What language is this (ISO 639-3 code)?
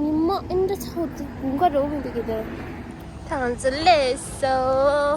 bod